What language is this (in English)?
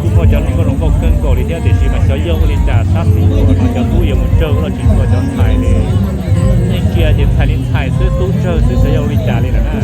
Hmong